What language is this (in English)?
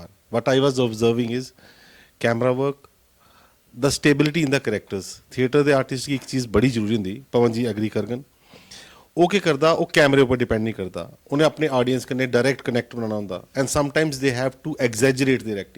Dogri